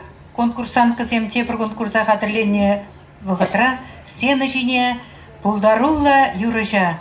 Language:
Chuvash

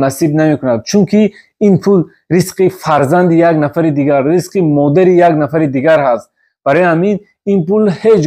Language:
Tajik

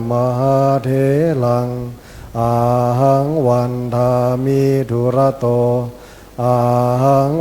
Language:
Pali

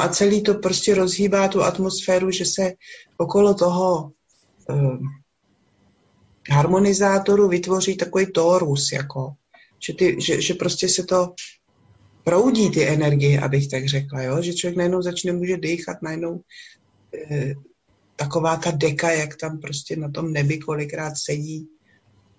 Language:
Czech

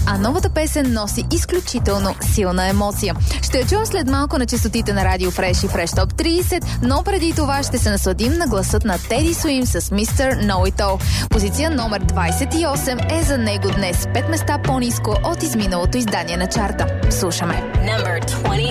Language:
Bulgarian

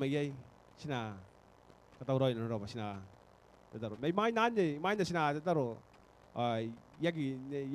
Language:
Gilbertese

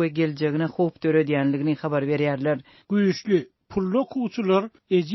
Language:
Turkmen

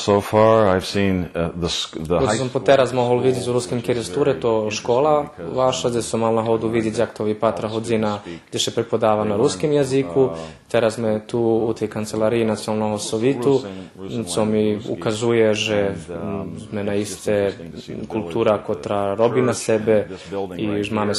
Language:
Rusyn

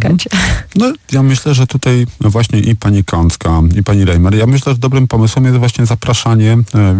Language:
Polish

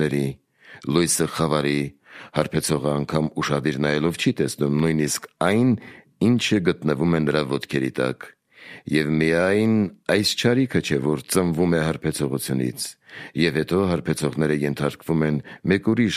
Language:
Armenian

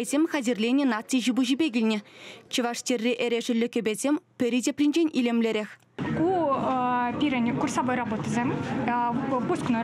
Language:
Chuvash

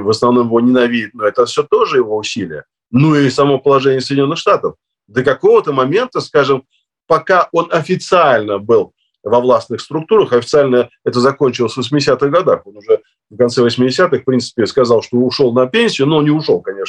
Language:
Russian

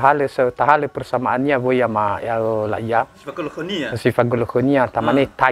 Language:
Nias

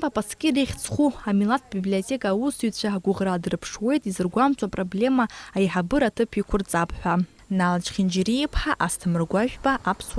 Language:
Abkhazian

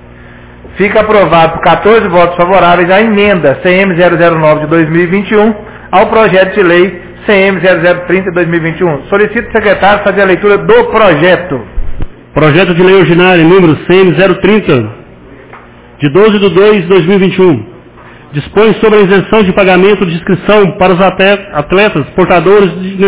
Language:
Portuguese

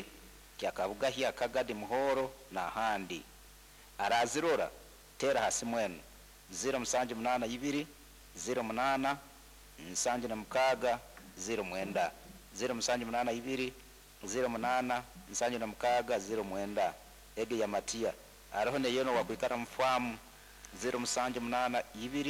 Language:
Nyoro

